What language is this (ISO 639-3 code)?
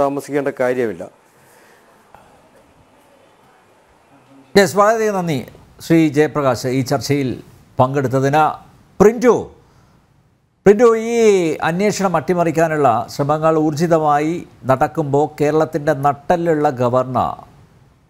mal